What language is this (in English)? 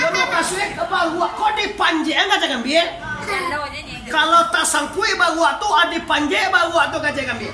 Minangkabau